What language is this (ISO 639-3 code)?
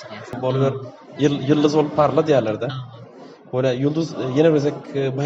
tuk